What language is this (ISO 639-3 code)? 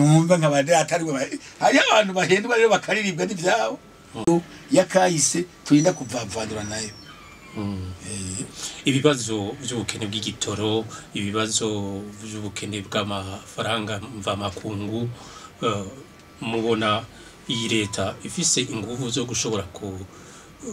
run